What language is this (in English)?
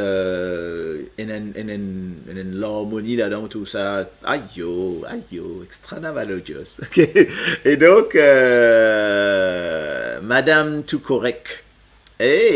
Morisyen